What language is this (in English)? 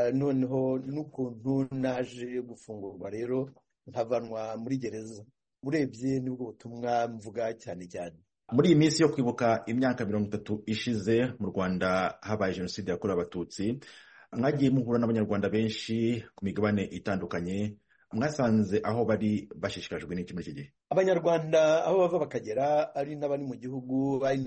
Kinyarwanda